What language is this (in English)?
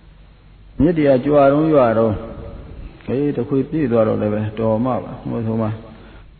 Burmese